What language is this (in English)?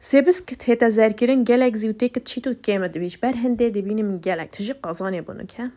Kurdish